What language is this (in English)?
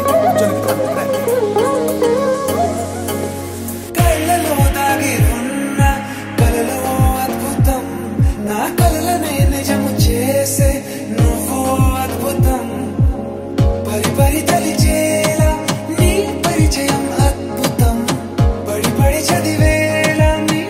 Telugu